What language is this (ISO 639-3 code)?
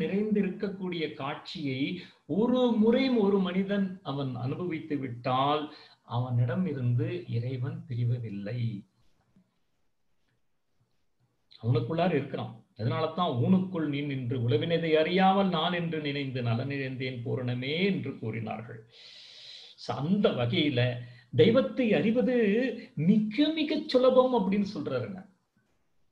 tam